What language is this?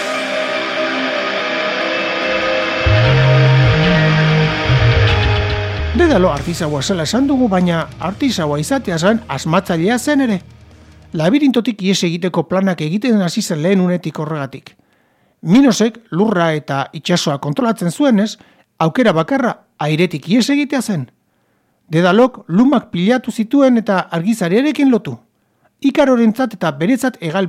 Basque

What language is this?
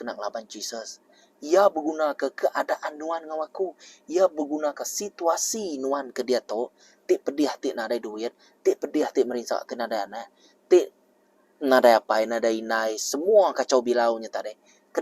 Iban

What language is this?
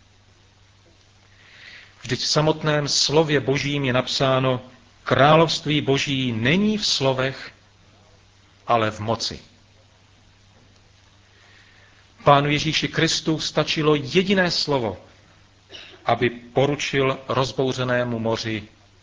Czech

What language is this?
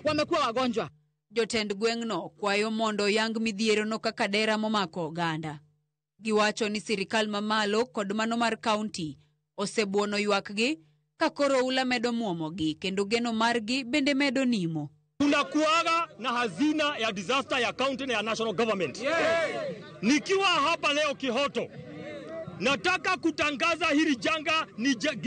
Luo (Kenya and Tanzania)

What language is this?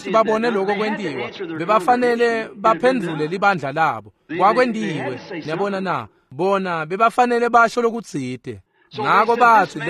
Swati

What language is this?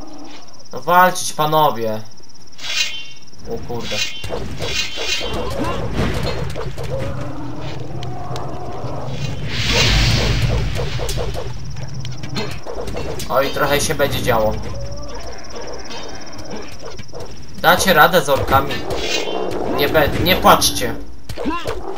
Polish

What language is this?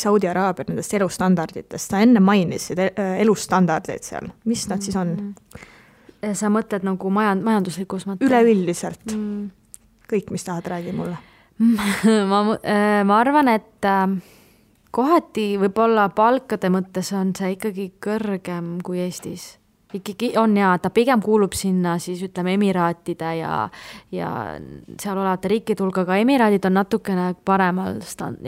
Estonian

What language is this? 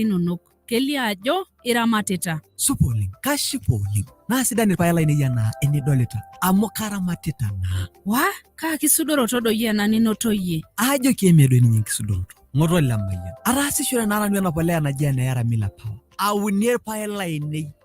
Masai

